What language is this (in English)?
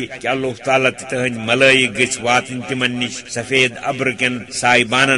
Kashmiri